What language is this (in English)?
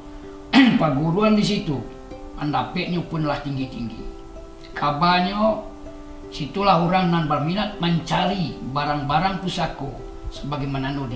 Minangkabau